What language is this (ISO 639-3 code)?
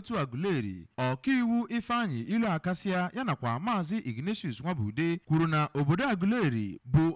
ibo